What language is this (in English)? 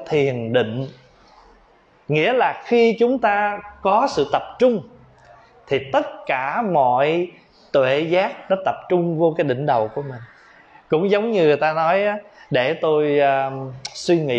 Vietnamese